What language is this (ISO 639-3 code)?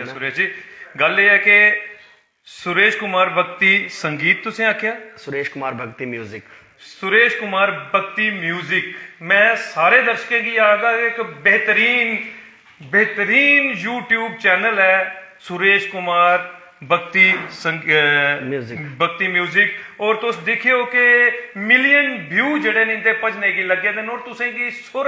doi